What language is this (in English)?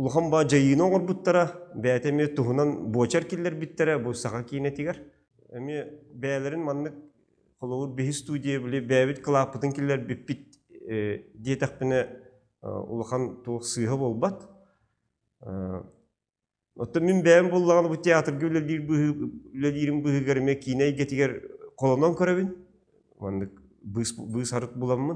Yakut